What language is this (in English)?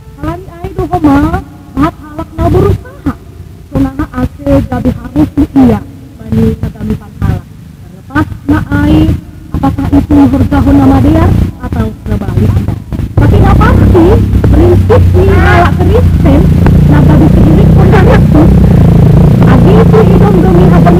Batak Simalungun